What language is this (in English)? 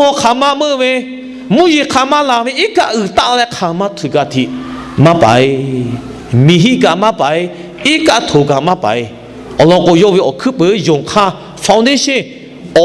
Lahu